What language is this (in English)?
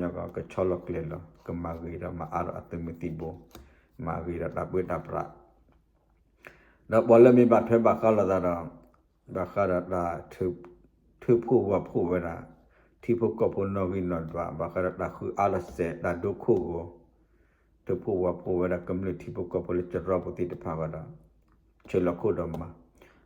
S'gaw Karen